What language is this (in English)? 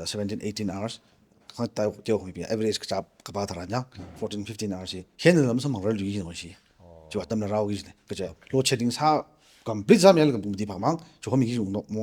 Tangkhul Naga (India)